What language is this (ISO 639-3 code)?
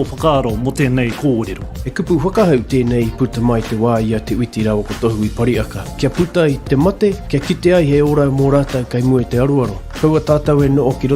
mri